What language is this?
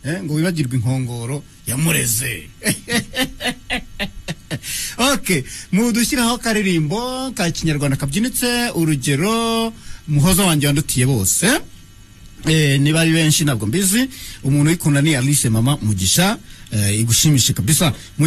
Kinyarwanda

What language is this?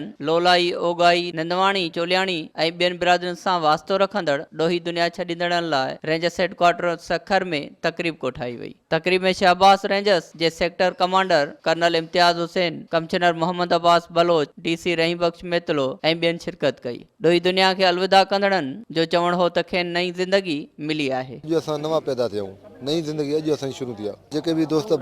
Sindhi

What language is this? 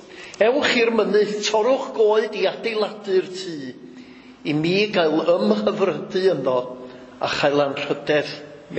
Welsh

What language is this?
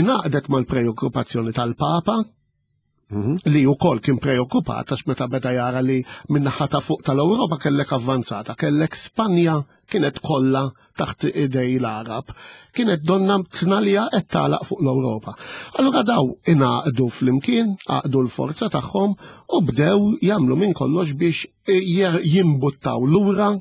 Maltese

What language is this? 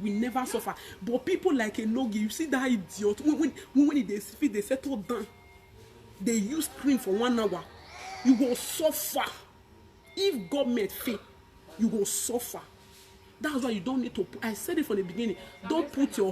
Nigerian Pidgin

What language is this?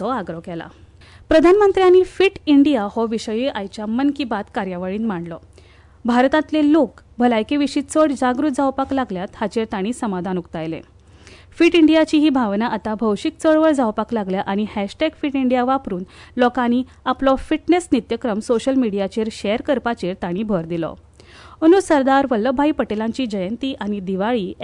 Konkani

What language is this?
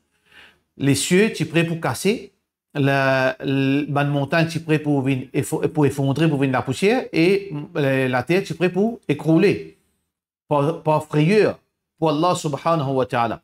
Morisyen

